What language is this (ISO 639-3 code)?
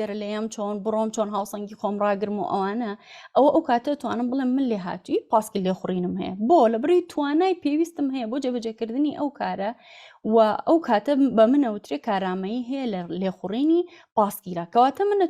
ckb